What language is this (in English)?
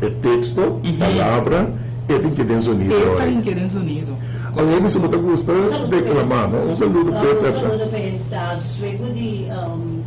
Papiamento